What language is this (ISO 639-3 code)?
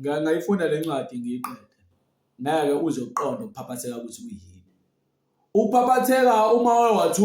zul